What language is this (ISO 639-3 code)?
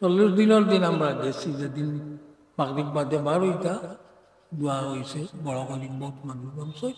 syl